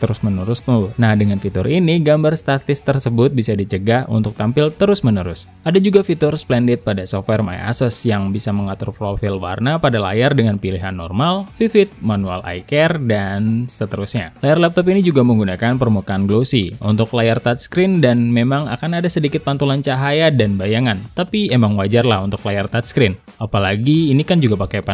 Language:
Indonesian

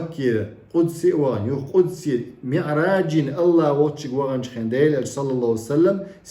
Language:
Chechen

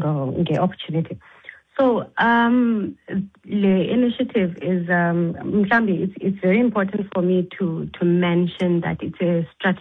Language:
Xhosa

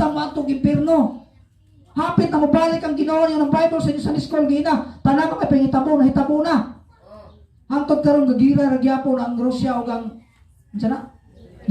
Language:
Cebuano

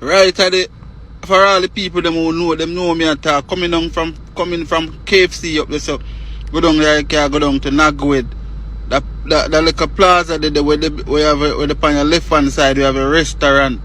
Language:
Jamaican Creole English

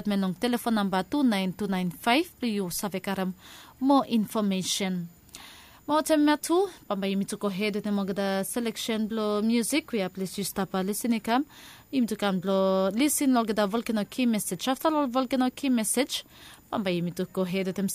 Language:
Bislama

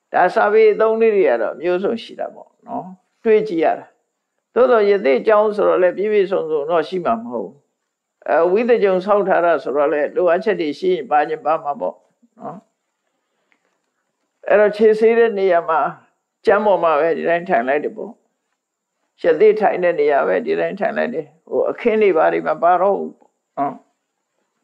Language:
Burmese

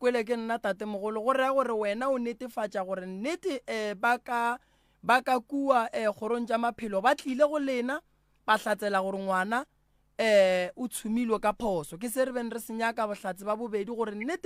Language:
Northern Sotho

